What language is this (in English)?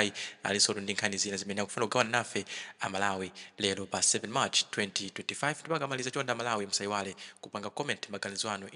Nyanja